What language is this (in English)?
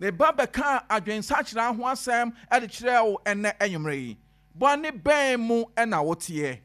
Akan